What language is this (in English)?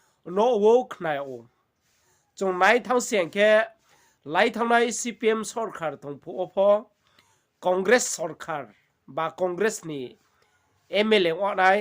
Riang (India)